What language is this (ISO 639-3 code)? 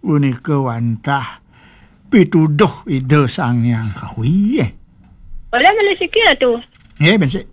ban